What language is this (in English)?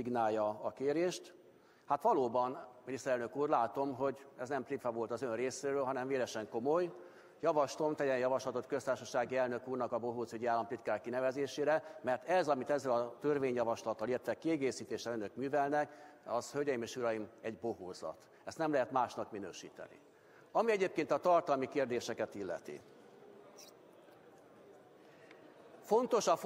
Hungarian